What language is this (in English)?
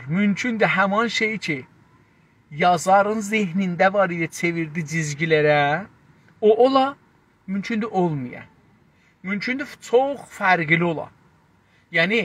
South Azerbaijani